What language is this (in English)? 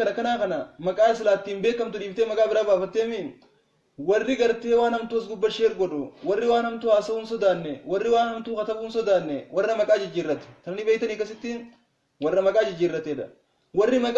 Oromo